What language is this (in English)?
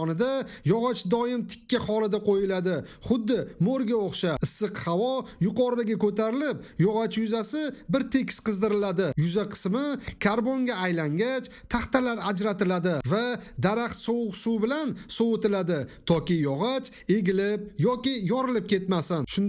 Uzbek